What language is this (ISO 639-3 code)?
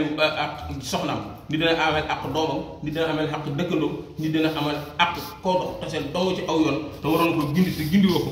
wol